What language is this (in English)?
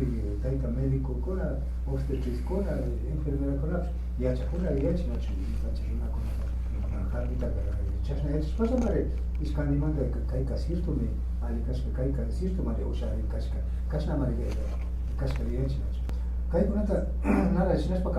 Imbabura Highland Quichua